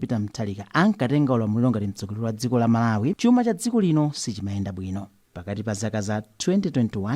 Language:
Nyanja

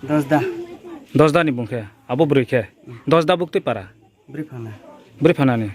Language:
Riang (India)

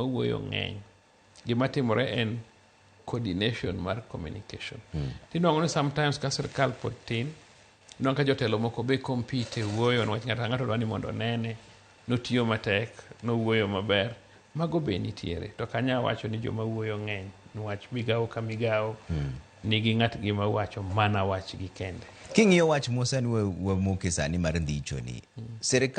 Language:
Luo (Kenya and Tanzania)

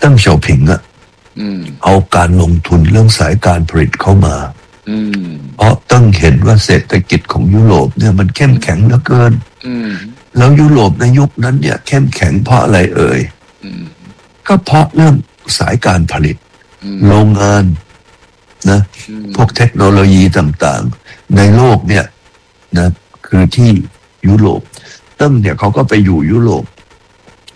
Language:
Thai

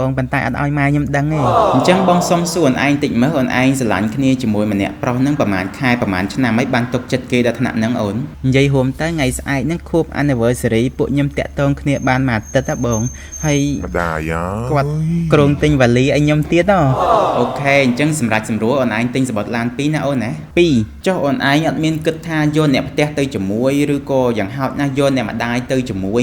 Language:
Khmer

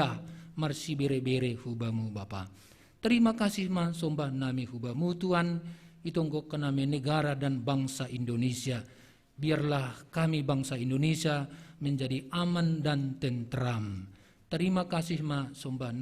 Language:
Batak Simalungun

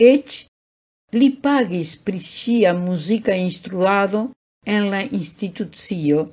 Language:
Esperanto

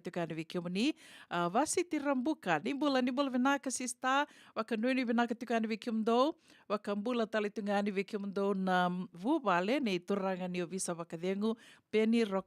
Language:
Fijian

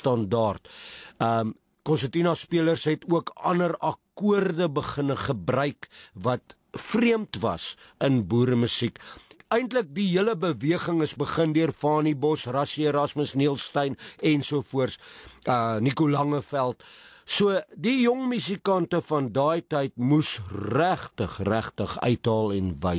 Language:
Afrikaans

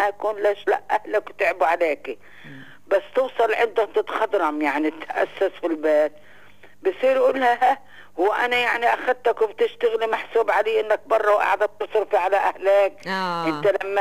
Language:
North Levantine Arabic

